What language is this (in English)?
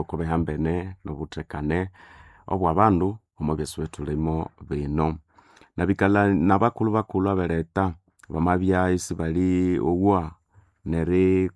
Nande